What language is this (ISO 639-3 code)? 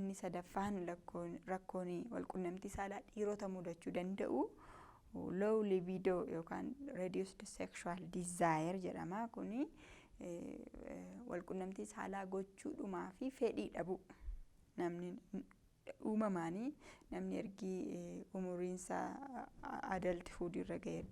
orm